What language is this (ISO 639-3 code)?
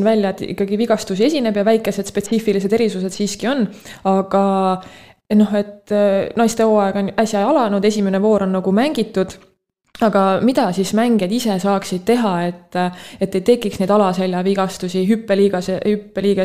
est